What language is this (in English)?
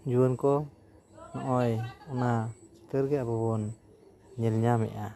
Santali